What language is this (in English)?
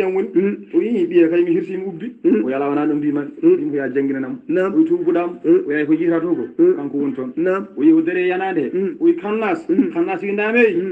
Fula